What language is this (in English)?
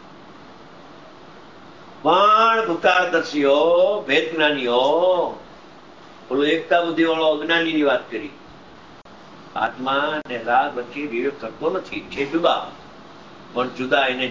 Gujarati